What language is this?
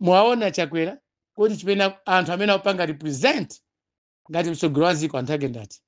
Nyanja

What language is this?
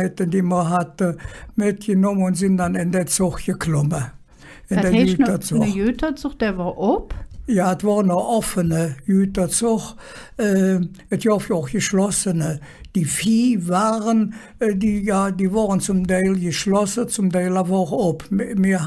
Colognian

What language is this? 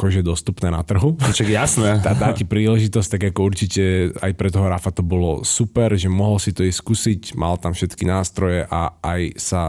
Slovak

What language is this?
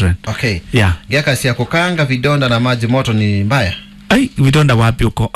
Kamba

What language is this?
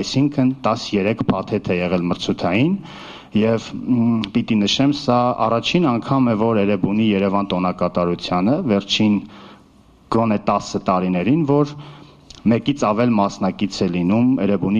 Armenian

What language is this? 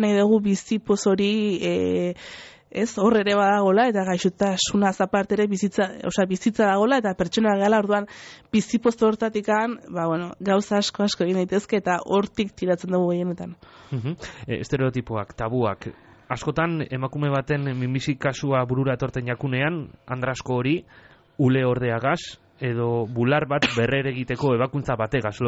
Basque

